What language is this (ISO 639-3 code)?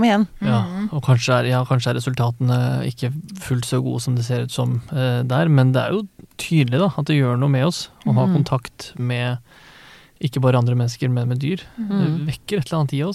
nor